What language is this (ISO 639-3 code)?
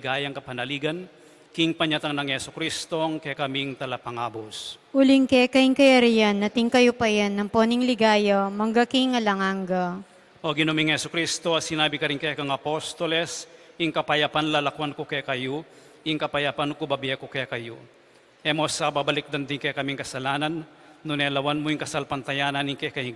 pam